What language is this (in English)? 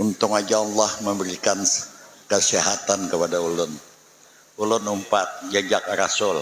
Banjar